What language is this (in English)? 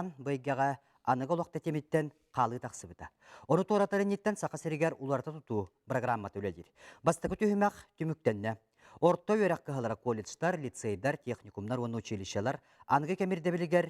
Yakut